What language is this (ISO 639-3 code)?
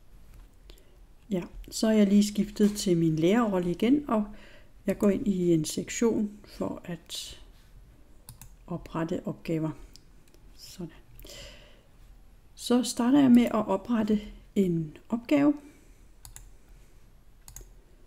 dan